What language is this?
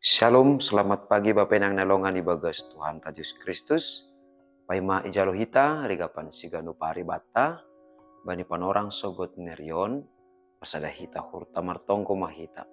Batak Simalungun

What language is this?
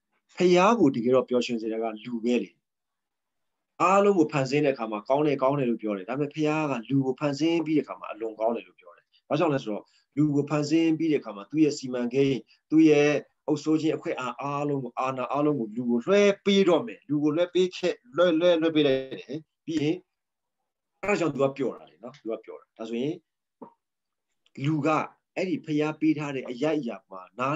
Burmese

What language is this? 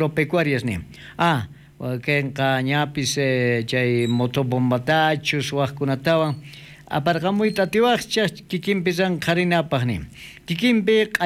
South Bolivian Quechua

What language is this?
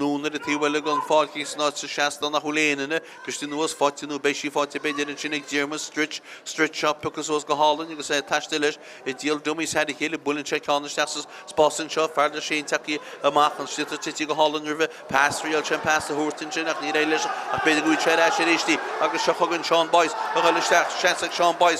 Irish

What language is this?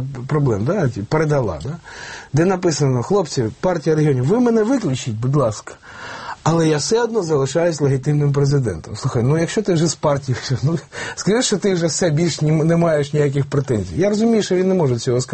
Ukrainian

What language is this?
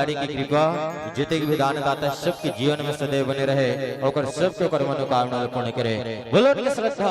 Chhattisgarhi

